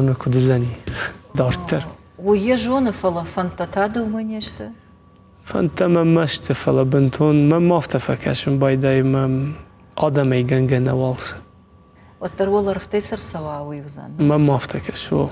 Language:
Ossetic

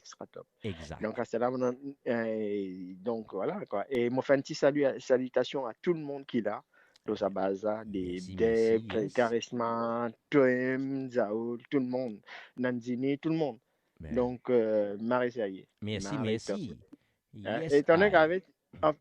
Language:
Morisyen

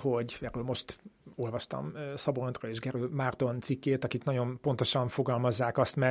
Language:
Hungarian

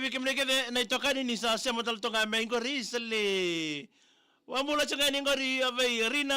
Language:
Fijian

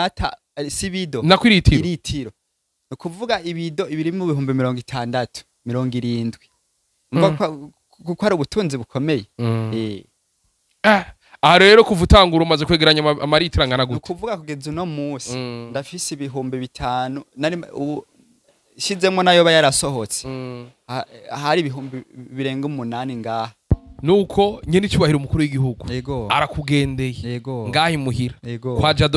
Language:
Rundi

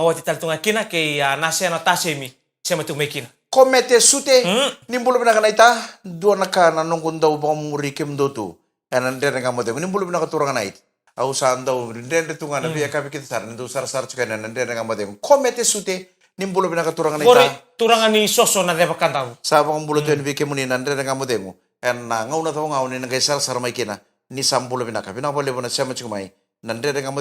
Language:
Fijian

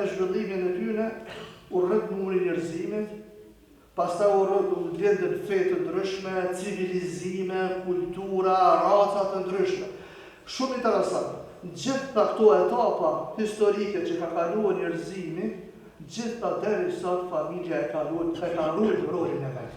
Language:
Albanian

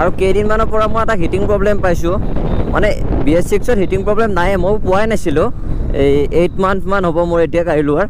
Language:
Assamese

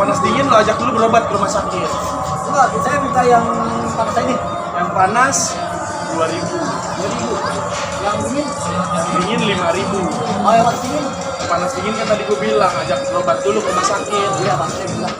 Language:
Betawi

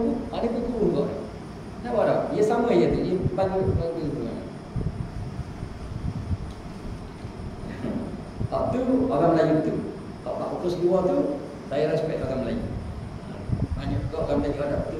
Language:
Malay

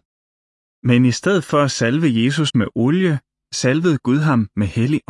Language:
Danish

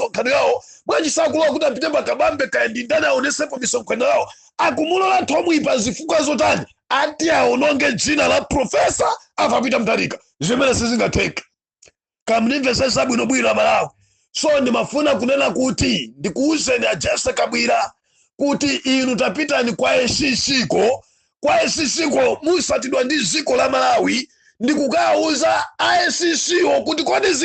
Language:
Nyanja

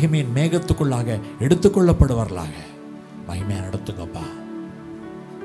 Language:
Tamil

